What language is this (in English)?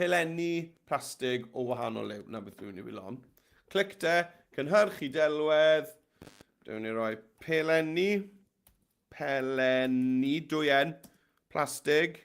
Welsh